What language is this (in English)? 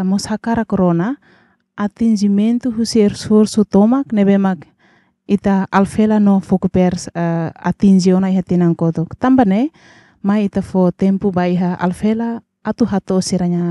Tetum